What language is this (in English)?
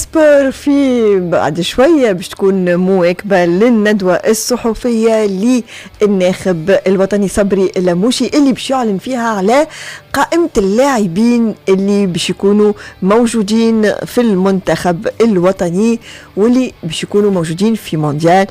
Tunisian Arabic